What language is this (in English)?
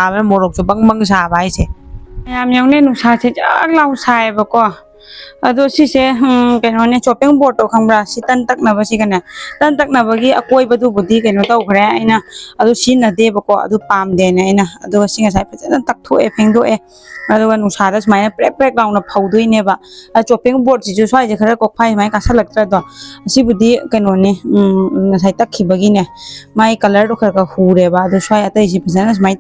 Manipuri